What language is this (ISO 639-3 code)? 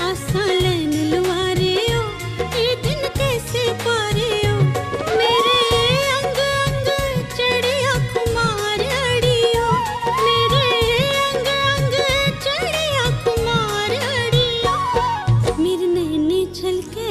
doi